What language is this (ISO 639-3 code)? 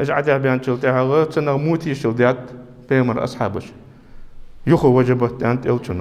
inh